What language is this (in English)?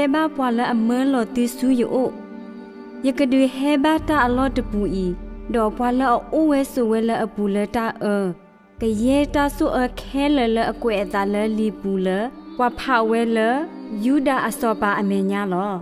S'gaw Karen